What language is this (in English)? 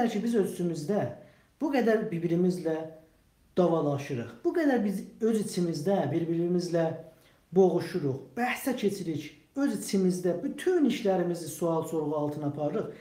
South Azerbaijani